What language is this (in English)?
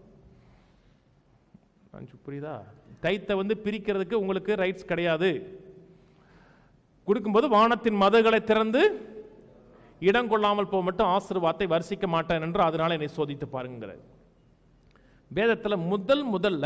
Tamil